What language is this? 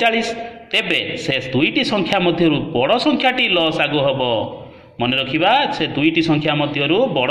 Odia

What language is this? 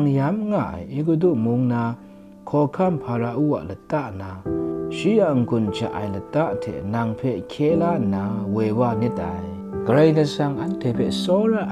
Kachin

